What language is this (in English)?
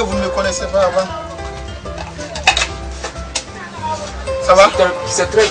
French